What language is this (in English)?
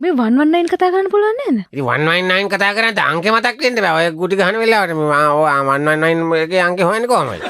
Sinhala